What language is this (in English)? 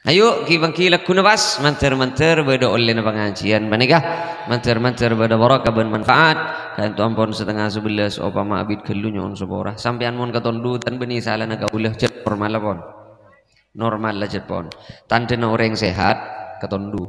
Madurese